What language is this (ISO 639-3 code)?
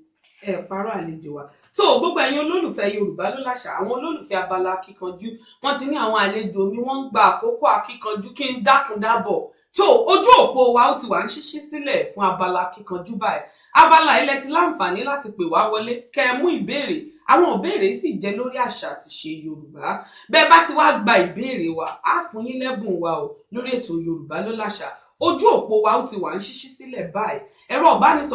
yor